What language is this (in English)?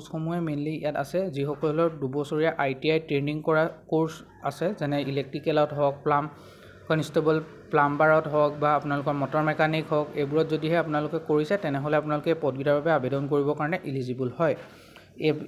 Assamese